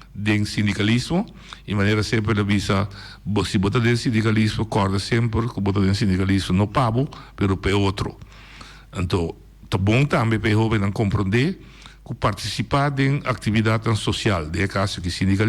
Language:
Papiamento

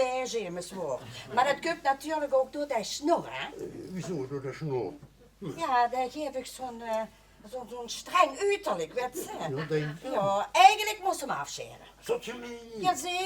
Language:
Limburgish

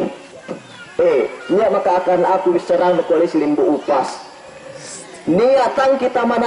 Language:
Yakan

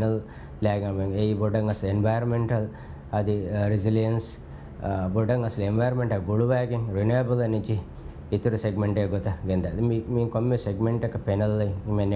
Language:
Divehi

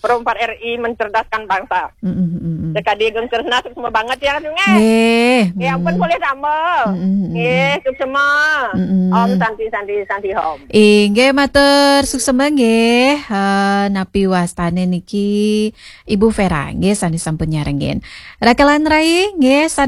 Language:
Balinese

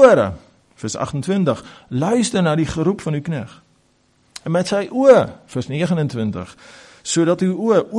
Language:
Afrikaans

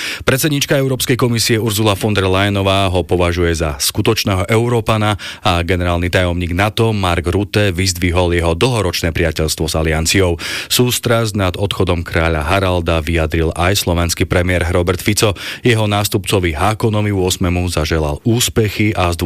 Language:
Slovak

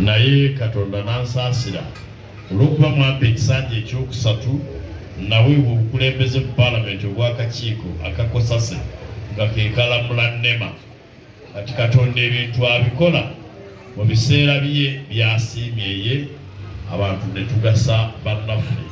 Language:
Ganda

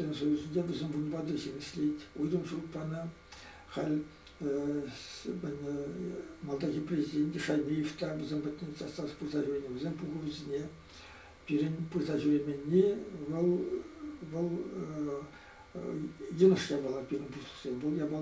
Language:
Chuvash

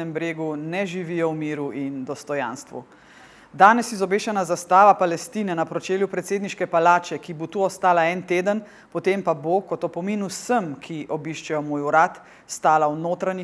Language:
Slovenian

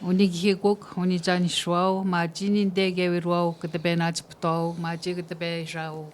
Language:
Atikamekw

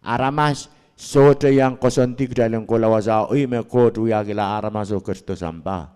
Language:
Pohnpeian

